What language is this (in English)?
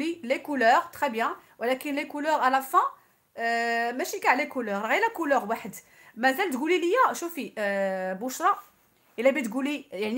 Moroccan Arabic